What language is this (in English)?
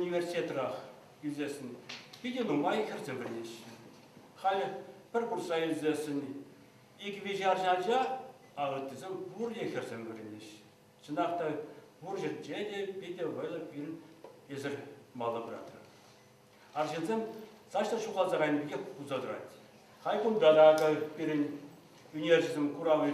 Chuvash